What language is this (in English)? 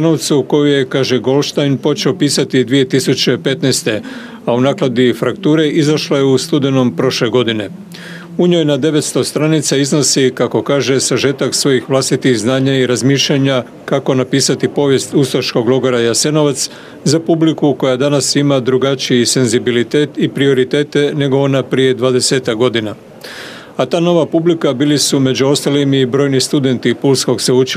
Croatian